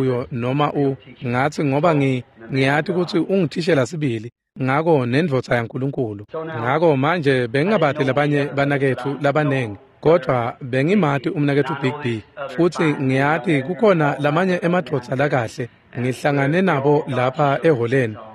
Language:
Swati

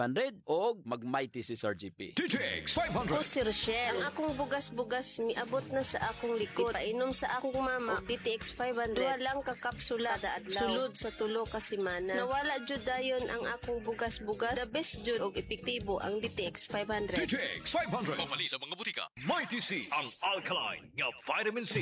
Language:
Cebuano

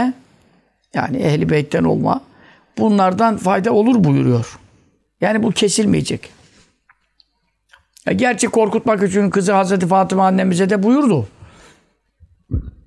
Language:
Turkish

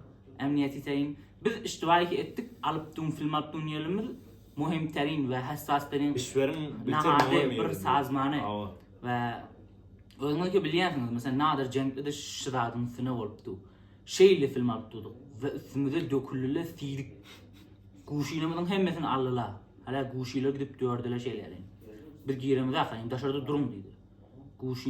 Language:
Turkmen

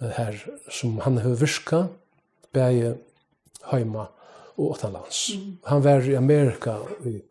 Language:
Faroese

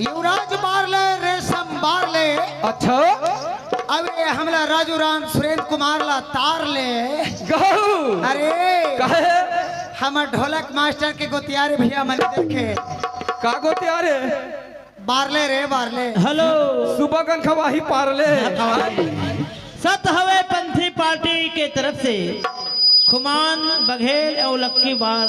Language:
Chhattisgarhi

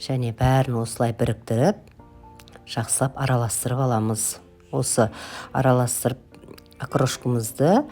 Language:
Kazakh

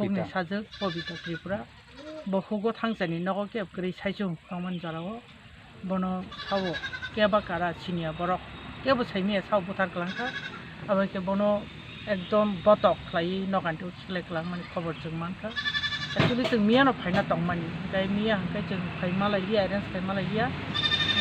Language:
Kok Borok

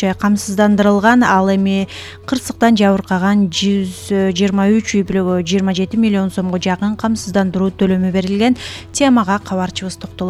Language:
Kyrgyz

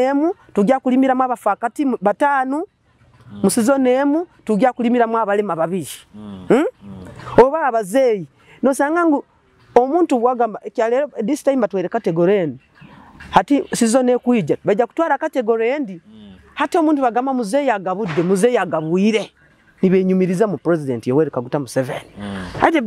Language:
Nyoro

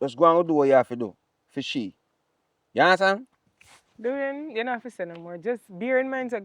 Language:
Jamaican Creole English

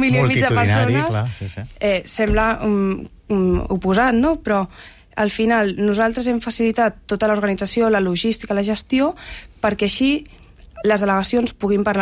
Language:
Catalan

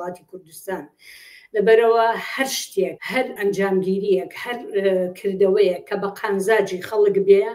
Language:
Central Kurdish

